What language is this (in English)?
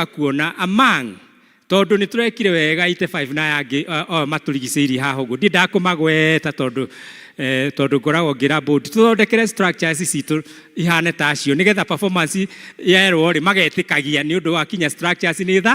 Kikuyu